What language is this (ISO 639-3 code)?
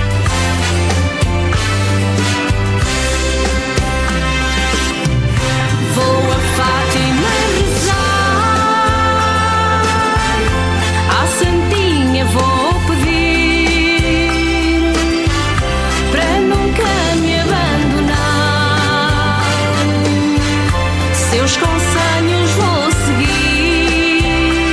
por